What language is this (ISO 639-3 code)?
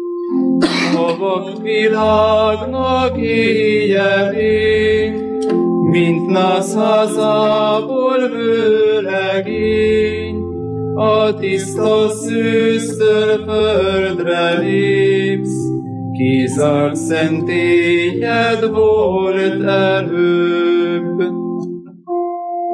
hun